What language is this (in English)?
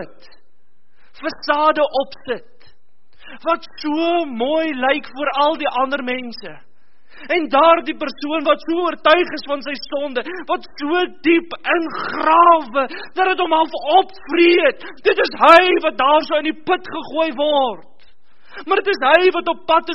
Afrikaans